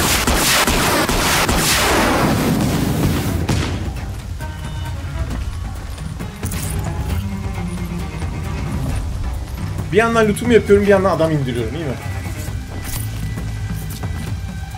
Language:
Turkish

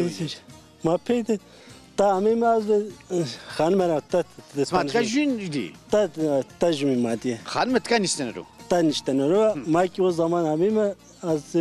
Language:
Zaza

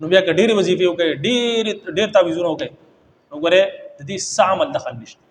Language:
Pashto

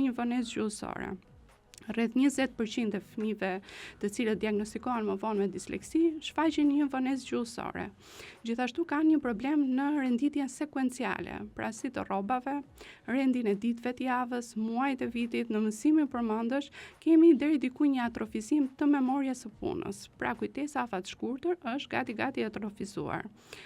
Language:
Albanian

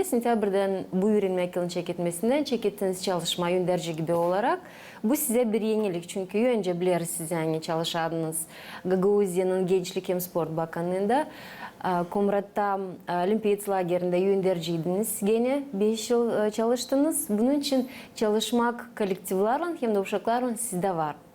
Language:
Gagauz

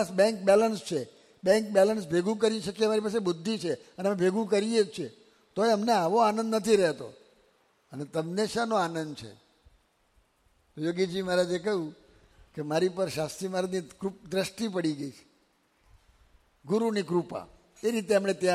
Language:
Gujarati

